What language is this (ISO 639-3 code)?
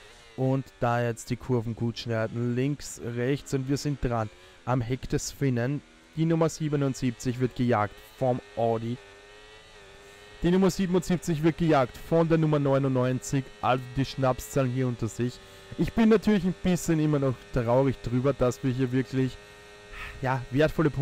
deu